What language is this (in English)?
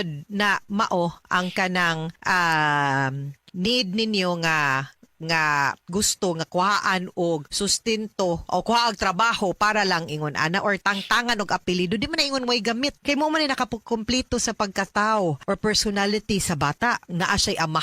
Cebuano